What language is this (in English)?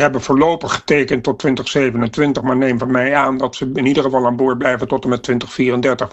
Dutch